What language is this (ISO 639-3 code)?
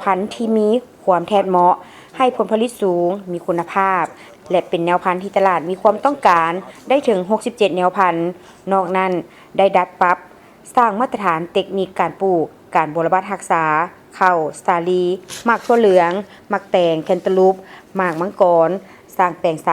lao